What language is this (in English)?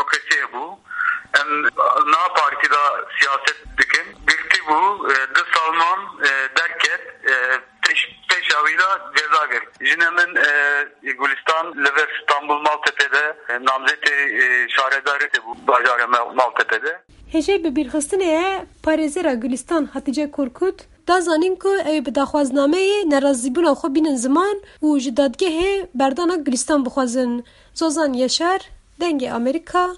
Kurdish